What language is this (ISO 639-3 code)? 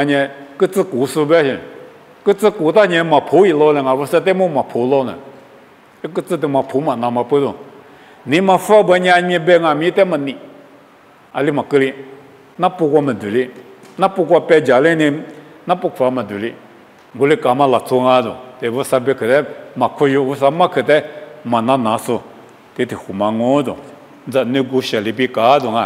lis